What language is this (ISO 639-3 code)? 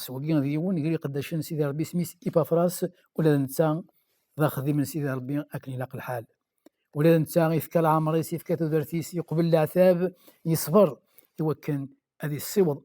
kab